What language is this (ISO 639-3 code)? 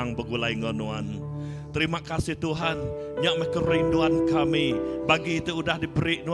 iba